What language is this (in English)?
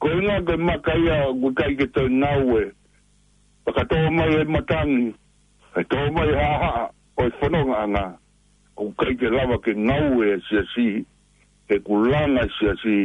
Tongan